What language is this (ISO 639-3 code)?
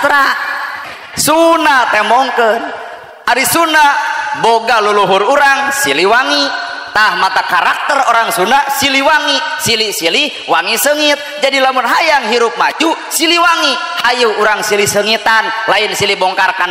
sun